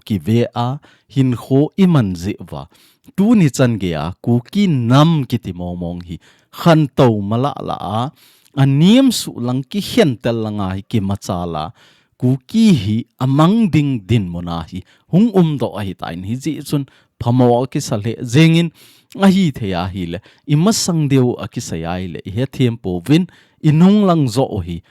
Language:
Thado Chin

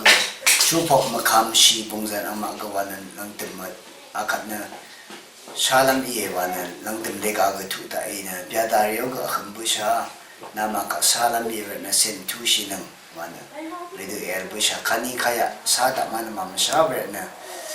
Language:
Rawang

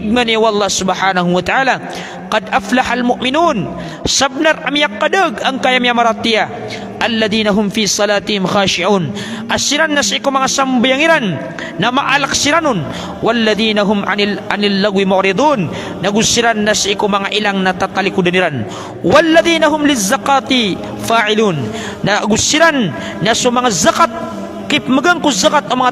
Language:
Maranao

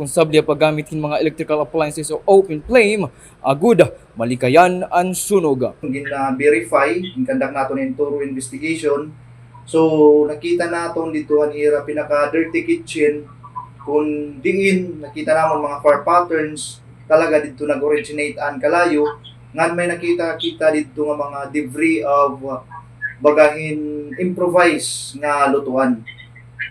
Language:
Waray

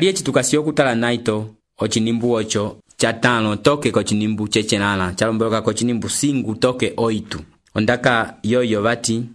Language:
Umbundu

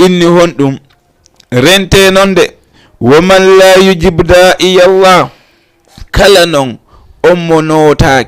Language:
Fula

